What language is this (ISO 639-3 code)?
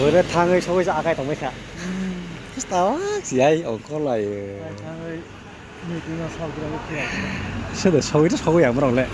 trp